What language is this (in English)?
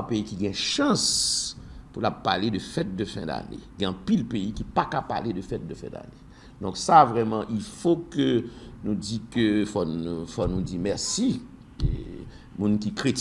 Haitian Creole